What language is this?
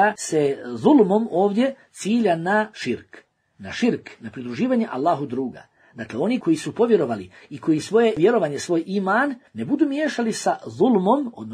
Bosnian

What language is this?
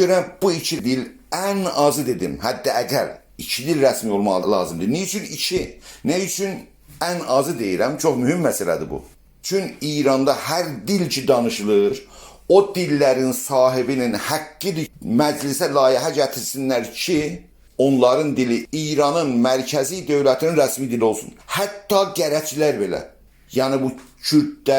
South Azerbaijani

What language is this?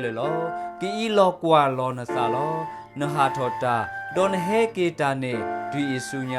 S'gaw Karen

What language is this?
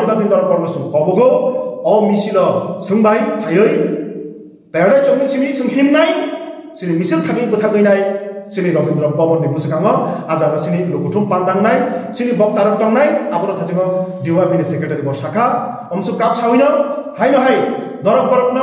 Kok Borok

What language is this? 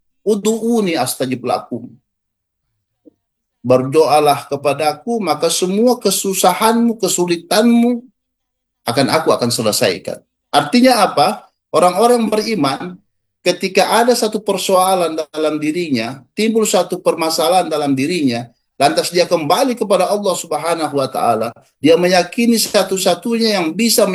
Indonesian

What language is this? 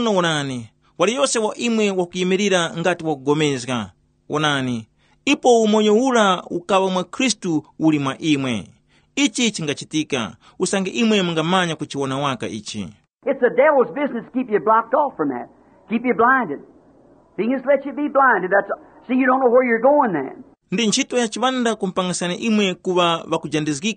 Tumbuka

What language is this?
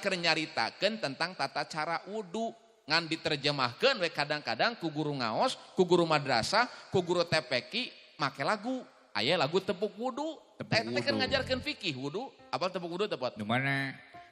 Sundanese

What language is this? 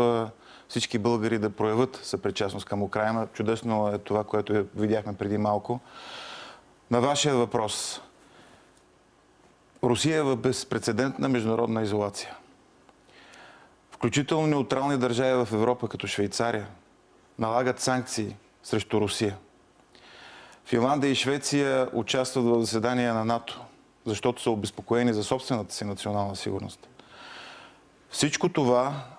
Bulgarian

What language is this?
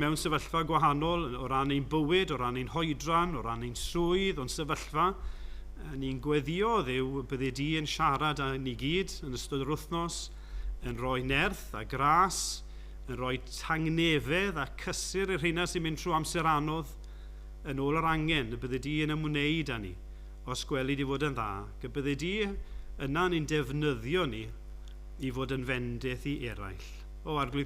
Welsh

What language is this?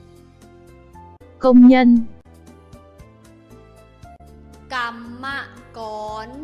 Lao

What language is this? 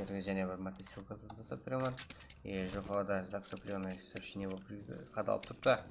Kara-Kalpak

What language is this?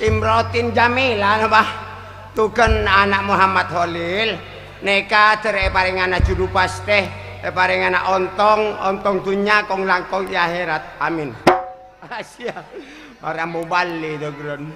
Madurese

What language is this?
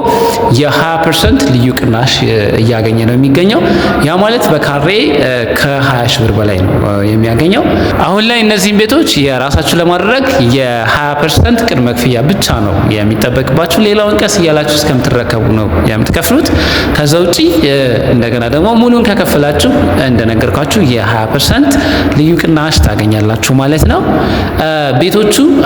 Amharic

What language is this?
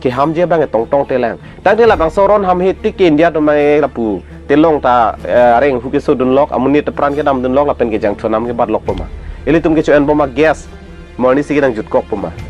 Karbi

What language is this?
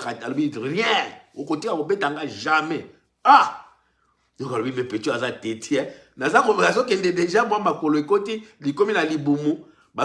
Lingala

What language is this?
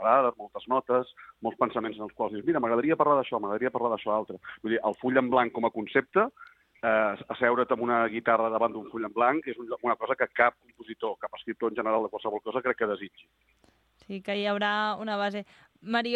Catalan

